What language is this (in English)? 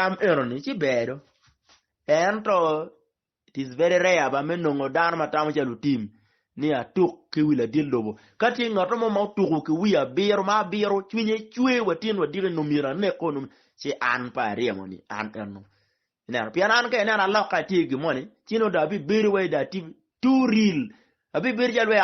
Acoli